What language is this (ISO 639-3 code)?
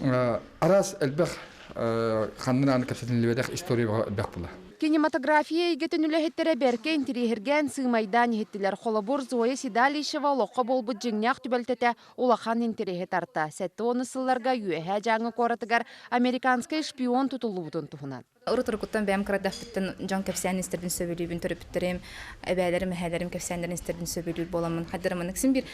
sah